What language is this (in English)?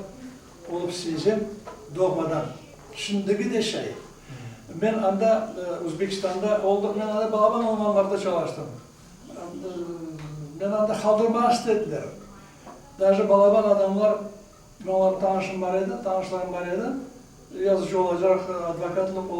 Crimean Tatar